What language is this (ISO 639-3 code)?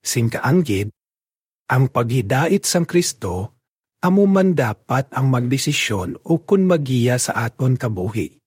hil